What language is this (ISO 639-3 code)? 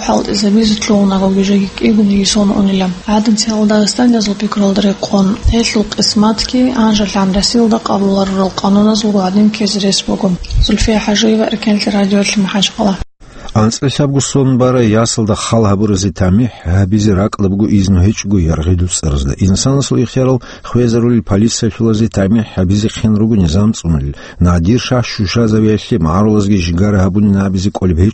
ava